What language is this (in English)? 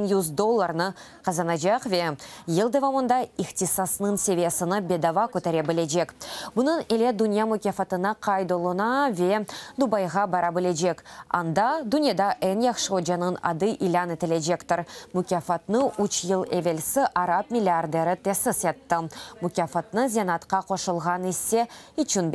Crimean Tatar